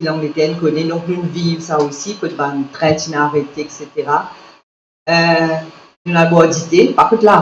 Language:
Morisyen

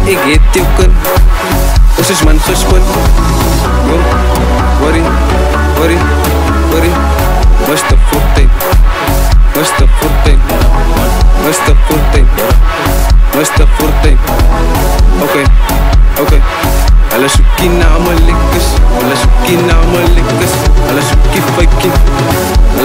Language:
Afrikaans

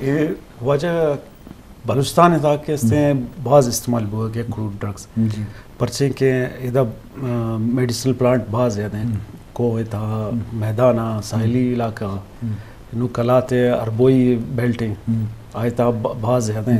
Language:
Eastern Balochi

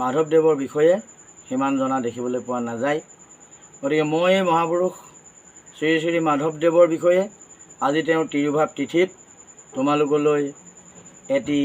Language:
Assamese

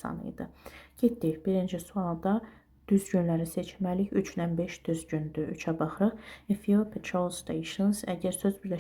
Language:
Azerbaijani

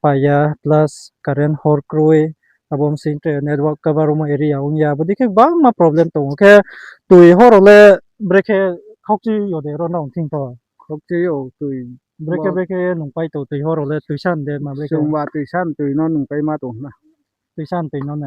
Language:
Riang (India)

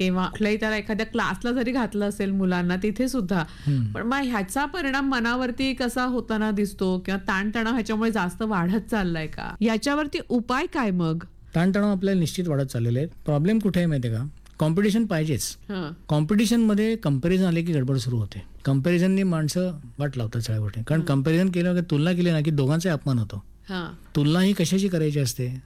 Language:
Marathi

